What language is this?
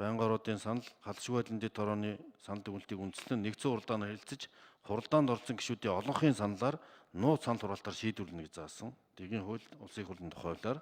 Mongolian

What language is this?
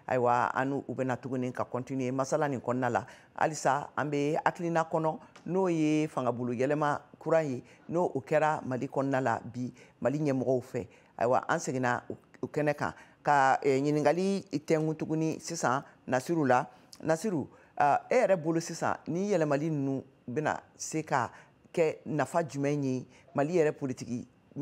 Bambara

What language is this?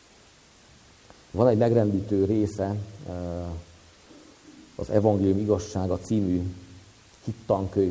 Hungarian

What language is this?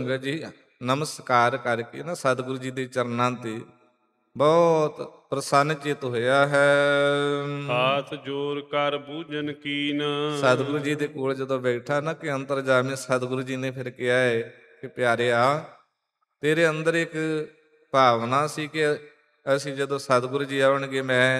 Punjabi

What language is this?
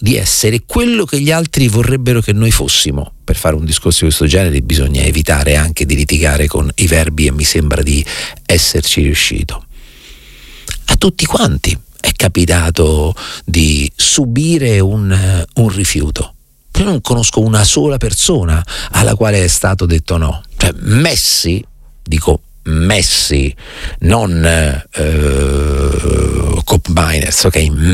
Italian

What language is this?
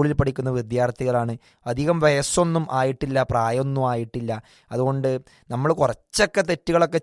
Malayalam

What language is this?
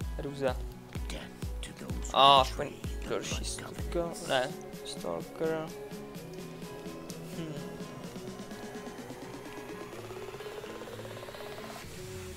Czech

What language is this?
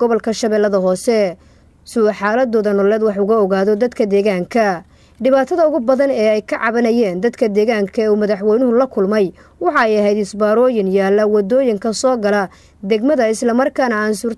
Somali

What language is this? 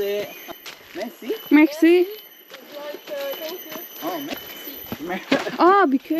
Turkmen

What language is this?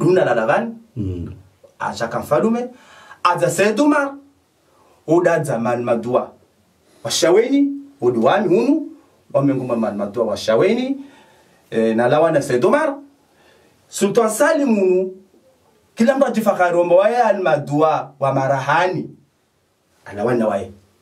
Swahili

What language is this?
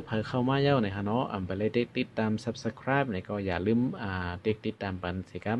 Shan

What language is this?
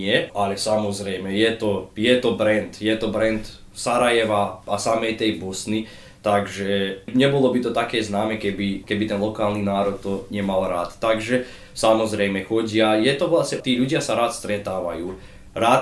Slovak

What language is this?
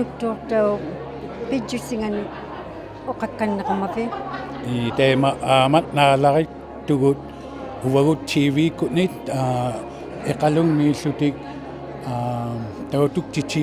Inuktitut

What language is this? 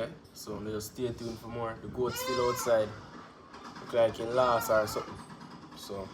Jamaican Creole English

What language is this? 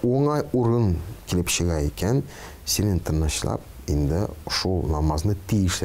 Tatar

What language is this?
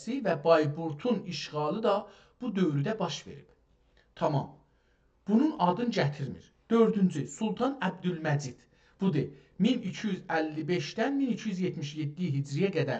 South Azerbaijani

